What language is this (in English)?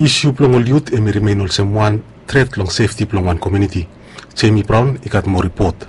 Bislama